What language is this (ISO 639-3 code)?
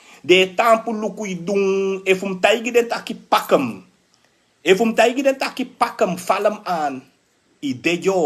srn